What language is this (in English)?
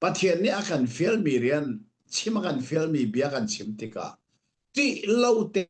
Hakha Chin